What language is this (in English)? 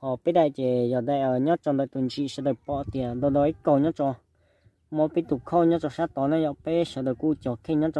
Hmong